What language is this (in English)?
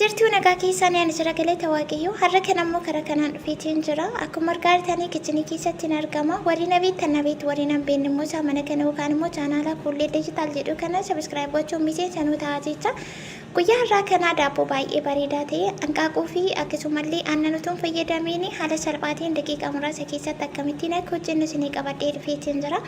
Oromo